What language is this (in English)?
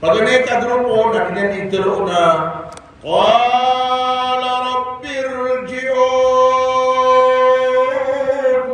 Maranao